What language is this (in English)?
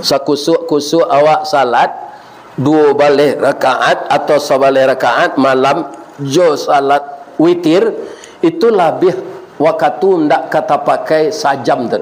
Minangkabau